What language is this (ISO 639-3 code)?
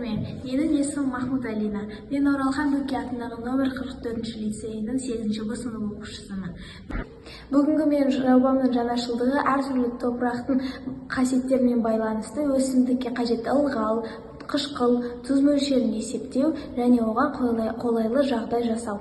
kaz